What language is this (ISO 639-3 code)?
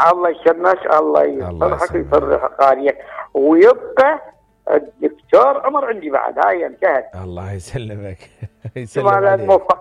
acm